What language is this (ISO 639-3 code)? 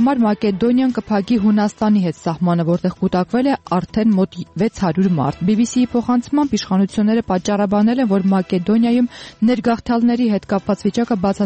hye